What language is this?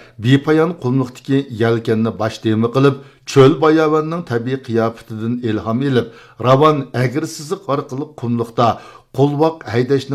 Uyghur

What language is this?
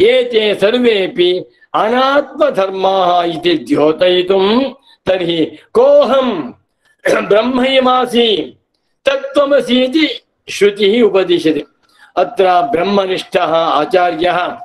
Sanskrit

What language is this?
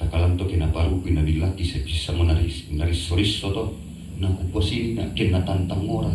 Toraja-Sa'dan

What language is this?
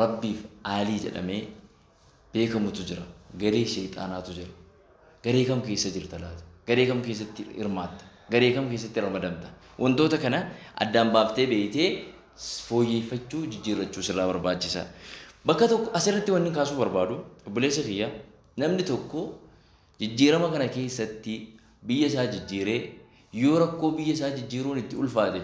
Oromo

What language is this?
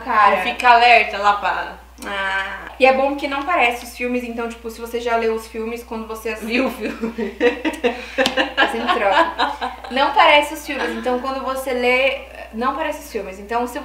Portuguese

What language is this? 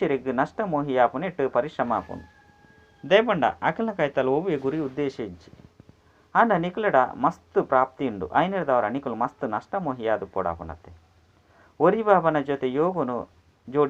Tulu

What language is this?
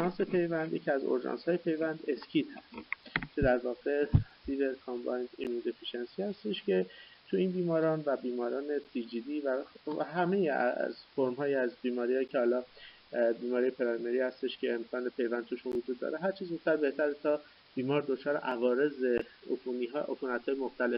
Persian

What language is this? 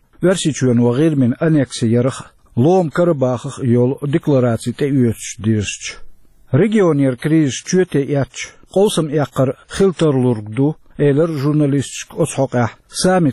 Chechen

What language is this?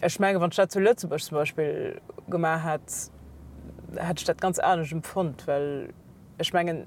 Luxembourgish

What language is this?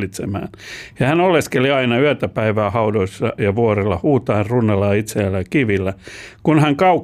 Finnish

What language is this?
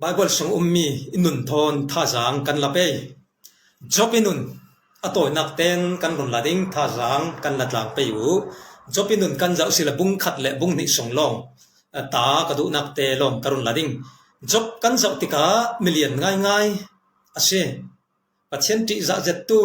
Falam Chin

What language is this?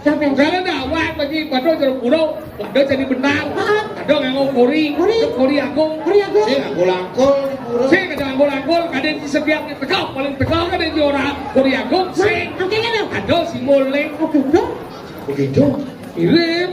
Balinese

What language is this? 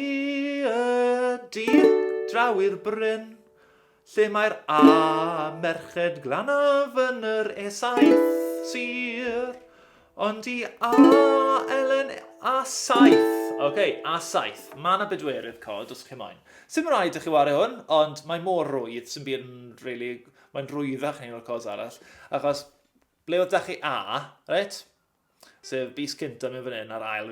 Welsh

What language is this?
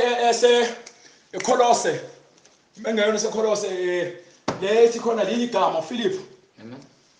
Zulu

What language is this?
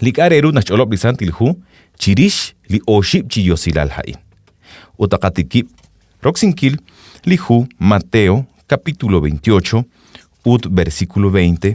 Kekchí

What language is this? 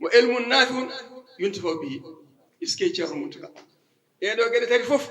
Fula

